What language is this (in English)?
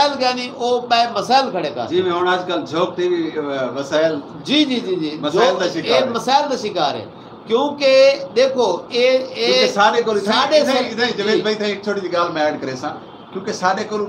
Saraiki